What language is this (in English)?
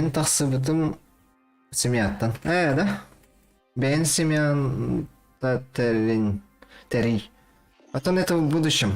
Yakut